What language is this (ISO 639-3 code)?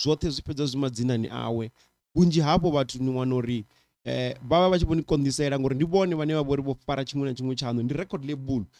ven